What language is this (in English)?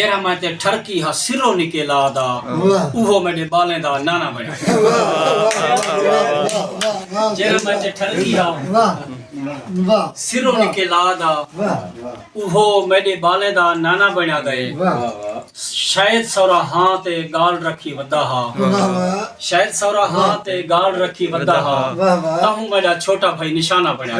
Saraiki